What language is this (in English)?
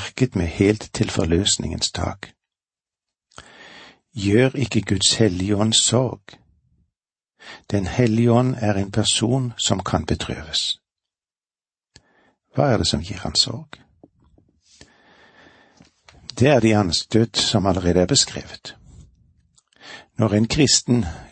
Norwegian